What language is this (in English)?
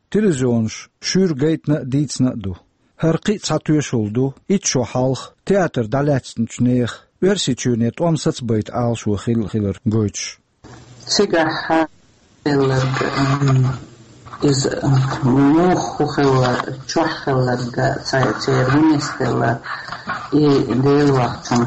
Chechen